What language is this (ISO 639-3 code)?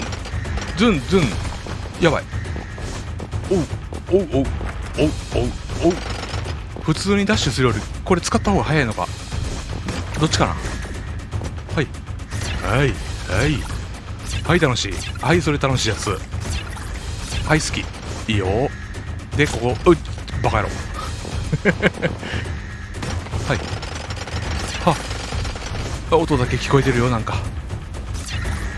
jpn